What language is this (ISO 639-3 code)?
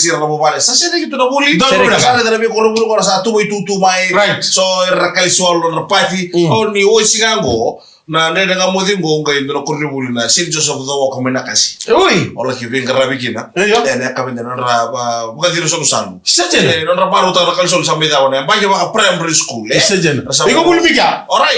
fij